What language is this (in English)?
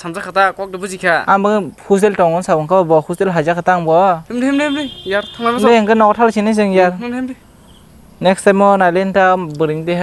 Kok Borok